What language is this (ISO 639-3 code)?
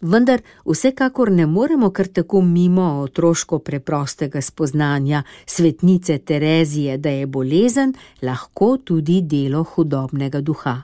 slv